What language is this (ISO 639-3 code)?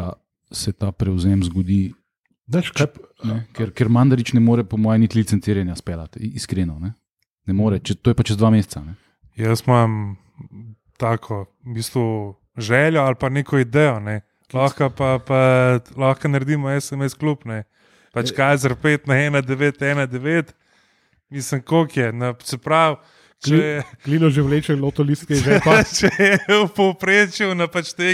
slv